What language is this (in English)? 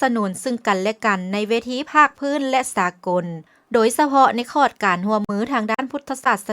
Lao